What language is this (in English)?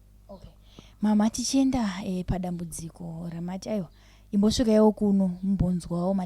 Shona